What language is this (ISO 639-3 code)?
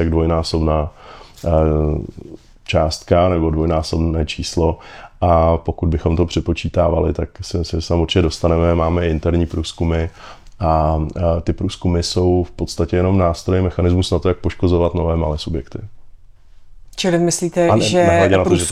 ces